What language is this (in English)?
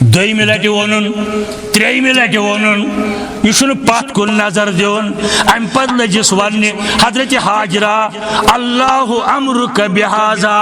Kashmiri